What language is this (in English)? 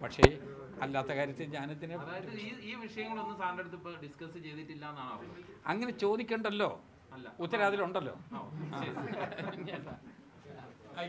Malayalam